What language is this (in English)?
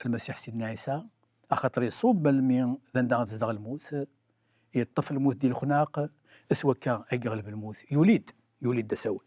Kabyle